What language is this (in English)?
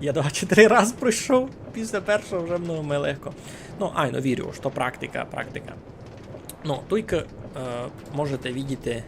Rusyn